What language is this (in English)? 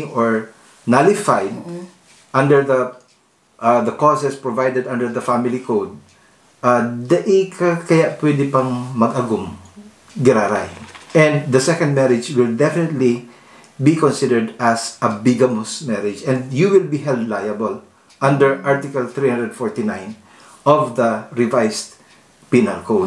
Bikol